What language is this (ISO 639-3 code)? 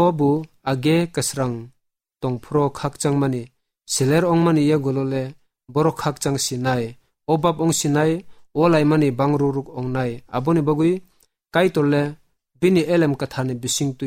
trp